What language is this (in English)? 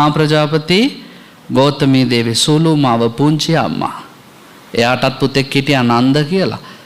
Sinhala